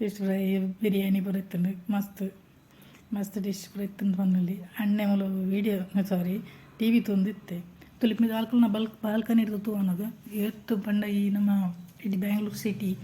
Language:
Tulu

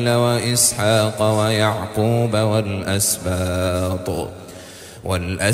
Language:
Arabic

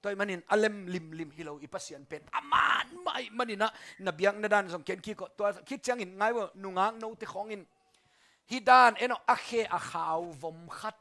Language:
Tedim Chin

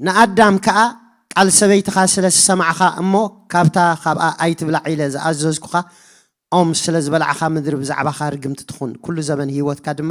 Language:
Tigrinya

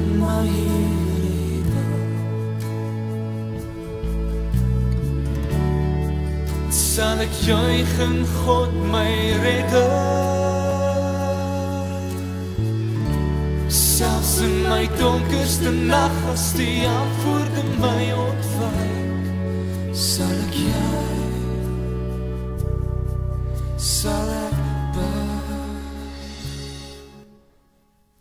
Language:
Afrikaans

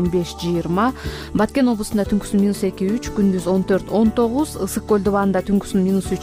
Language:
Kyrgyz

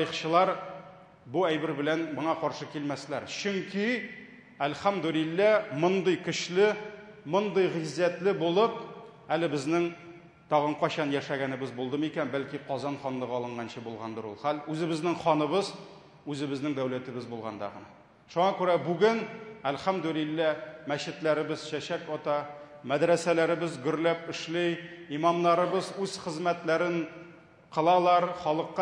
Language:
Tatar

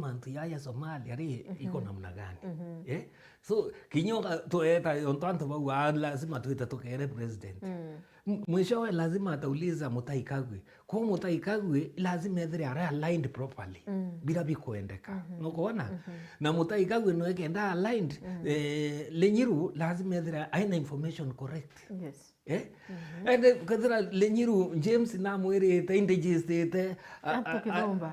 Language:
Meru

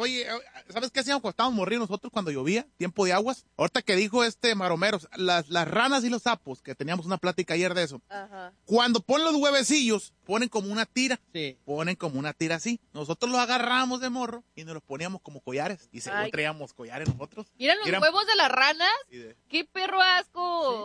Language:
Spanish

